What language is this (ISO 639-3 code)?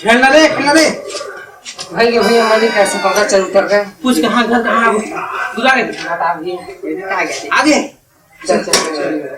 hne